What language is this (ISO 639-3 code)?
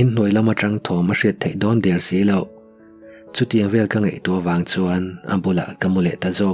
lus